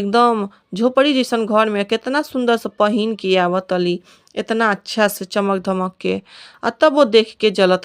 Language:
Bhojpuri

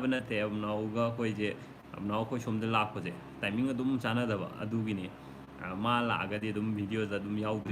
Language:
Manipuri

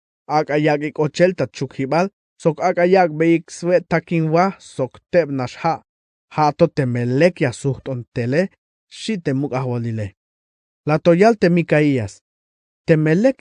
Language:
Tzeltal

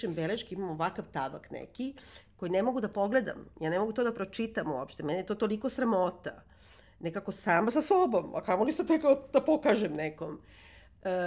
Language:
Serbian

